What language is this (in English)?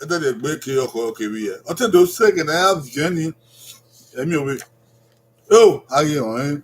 Bini